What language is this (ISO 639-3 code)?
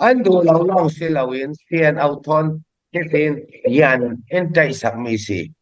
cfm